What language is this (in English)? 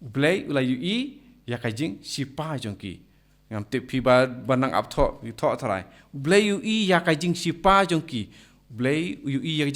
Khasi